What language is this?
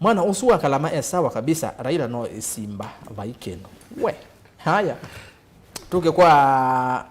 Kamba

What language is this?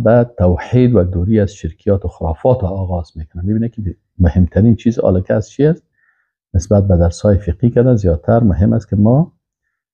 Persian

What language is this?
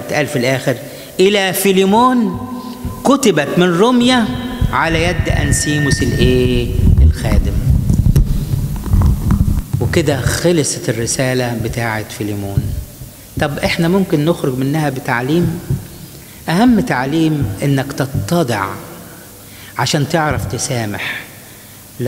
Egyptian Arabic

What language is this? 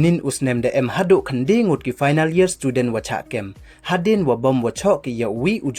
Pnar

